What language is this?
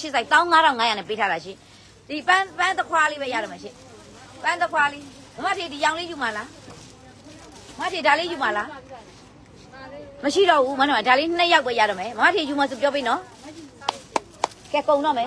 Burmese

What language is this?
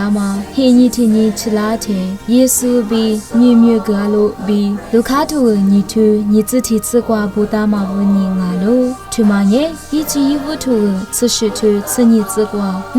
Lisu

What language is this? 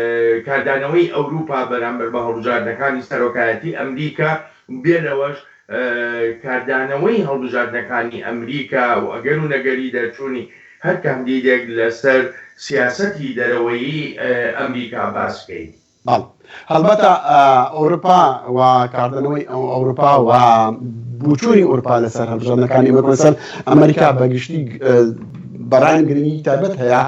Central Kurdish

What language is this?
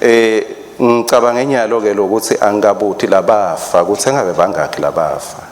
Swati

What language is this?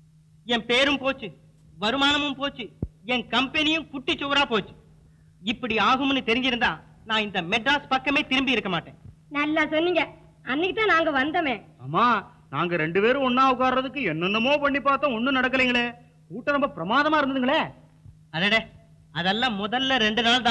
Tamil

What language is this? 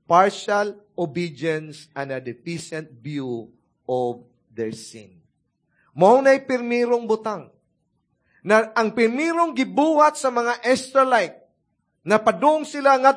Cebuano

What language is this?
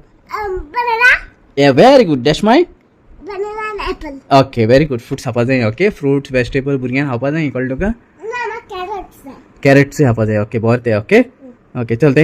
Konkani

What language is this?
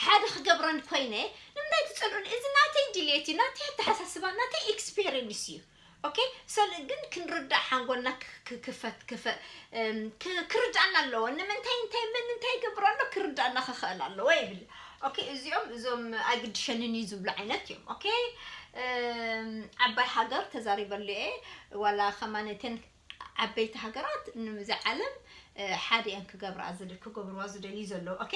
Tigrinya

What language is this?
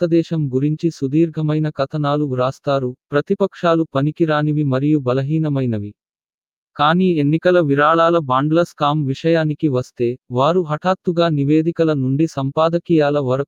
Telugu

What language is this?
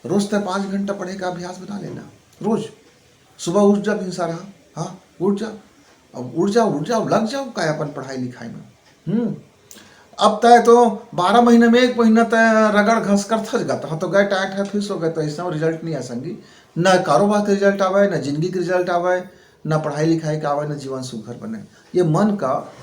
Chhattisgarhi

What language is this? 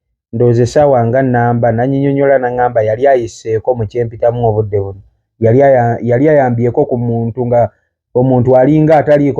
Ganda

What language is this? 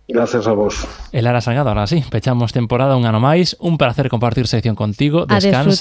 Galician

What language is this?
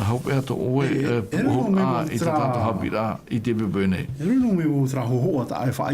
Tahitian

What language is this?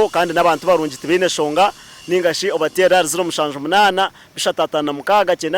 Nyankole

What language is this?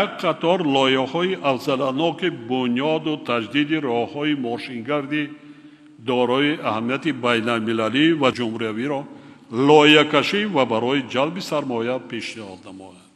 Tajik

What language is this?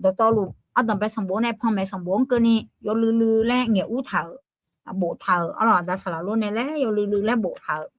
Akha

